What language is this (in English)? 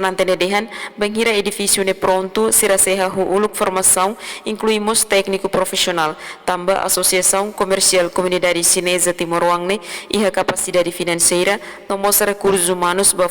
Tetum